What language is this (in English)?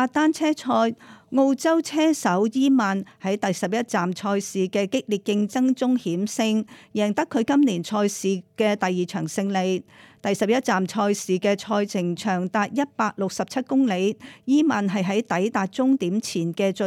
Cantonese